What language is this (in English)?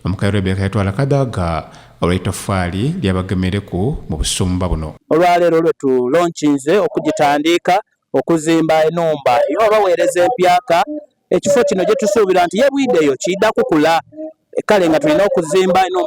Soga